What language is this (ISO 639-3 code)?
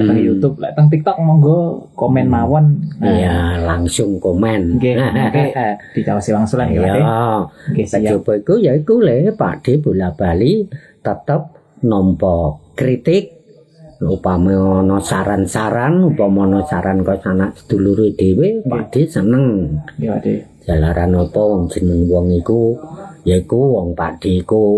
jav